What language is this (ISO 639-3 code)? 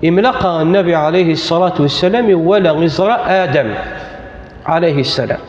kab